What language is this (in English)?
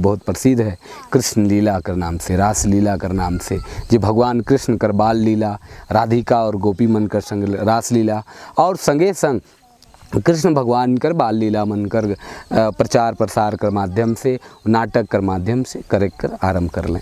Sadri